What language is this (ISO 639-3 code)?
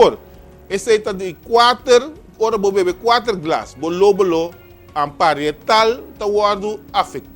pap